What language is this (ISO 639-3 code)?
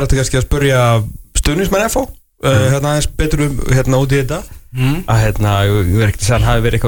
isl